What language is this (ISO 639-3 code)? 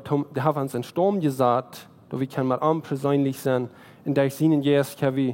pdt